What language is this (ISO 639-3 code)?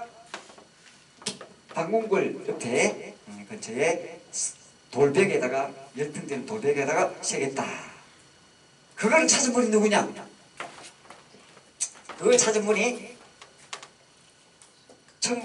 kor